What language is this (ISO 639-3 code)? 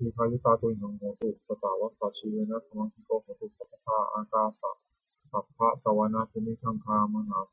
pli